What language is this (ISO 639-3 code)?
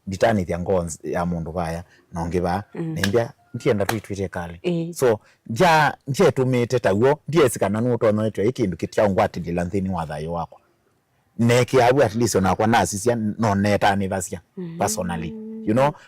kam